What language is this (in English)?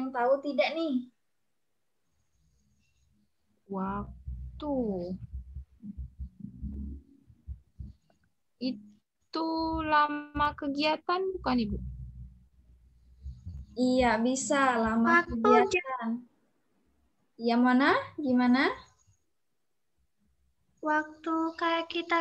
Indonesian